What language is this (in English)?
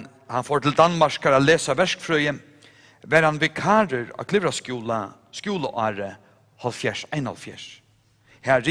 Faroese